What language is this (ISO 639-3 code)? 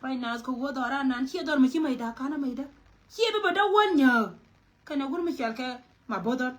nus